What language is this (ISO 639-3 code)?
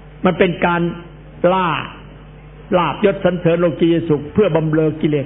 tha